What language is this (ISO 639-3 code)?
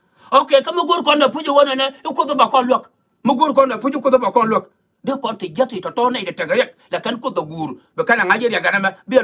nus